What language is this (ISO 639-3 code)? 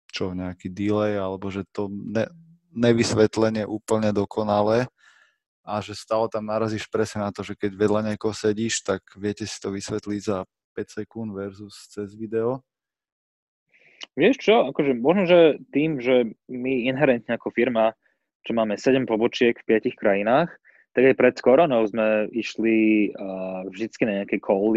slk